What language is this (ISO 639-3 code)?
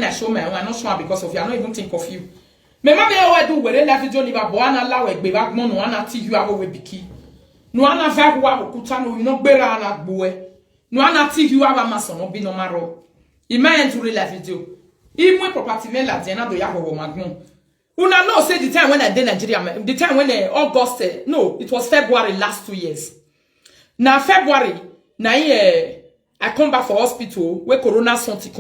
pcm